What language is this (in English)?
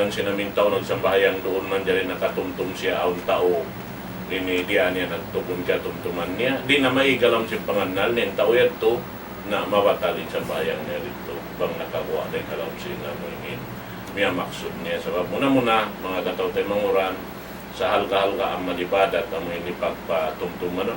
Tausug